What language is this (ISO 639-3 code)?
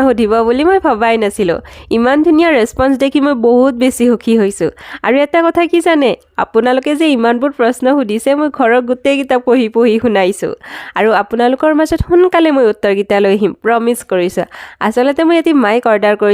asm